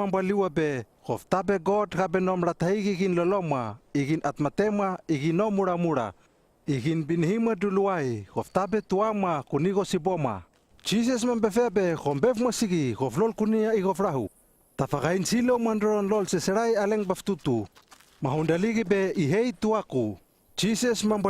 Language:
Hano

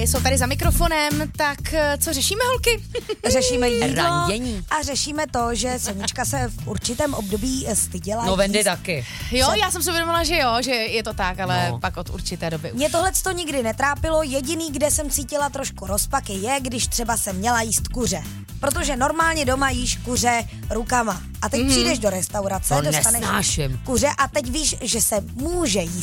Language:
Czech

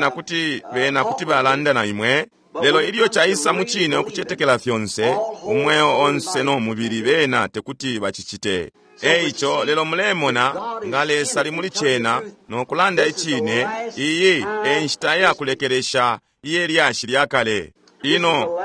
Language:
Bemba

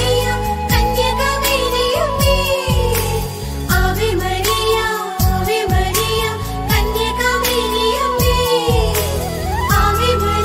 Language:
Malayalam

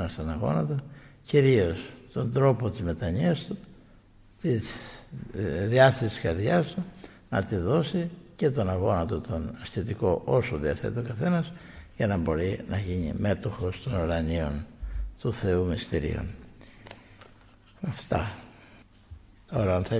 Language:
Greek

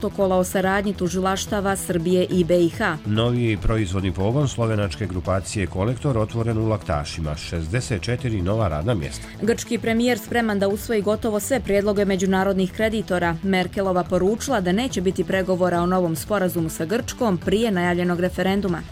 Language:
Croatian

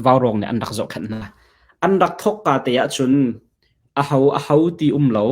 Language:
Hakha Chin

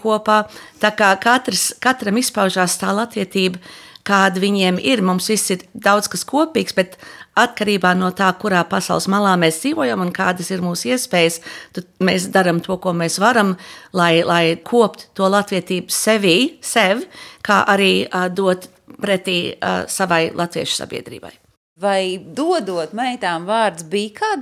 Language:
Latvian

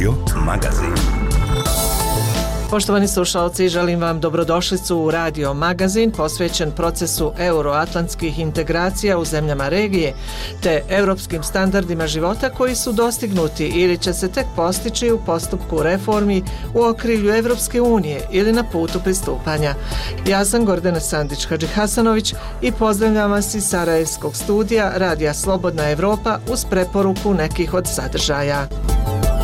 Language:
Bosnian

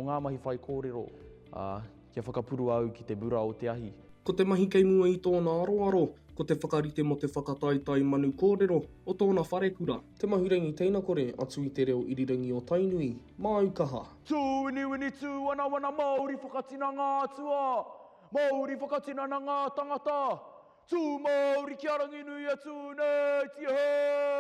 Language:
Māori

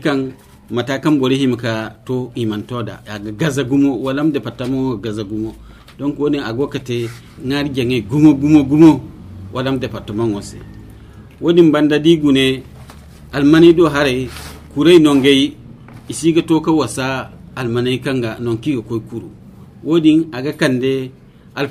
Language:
Zarma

